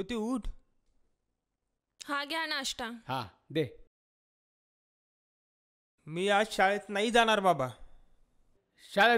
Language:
Marathi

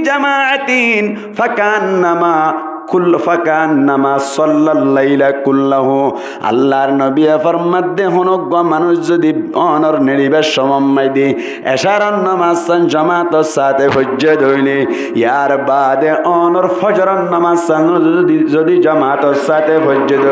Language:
Rohingya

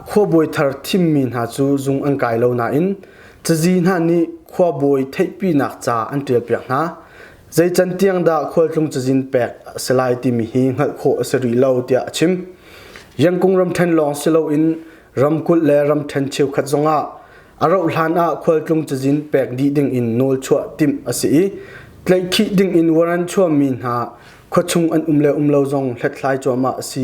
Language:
Hakha Chin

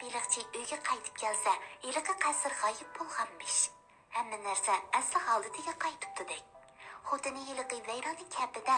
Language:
Uyghur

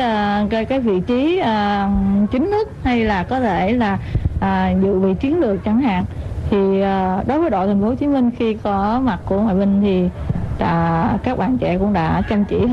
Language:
Vietnamese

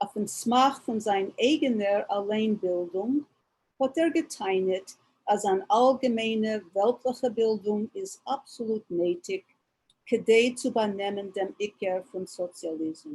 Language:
Yiddish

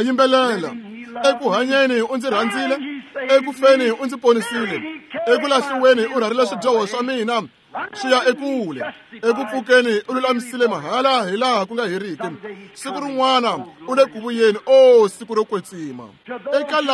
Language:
Tsonga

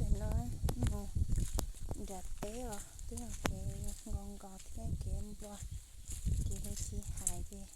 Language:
Hmong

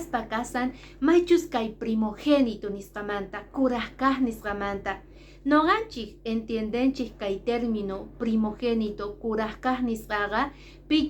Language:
Quechua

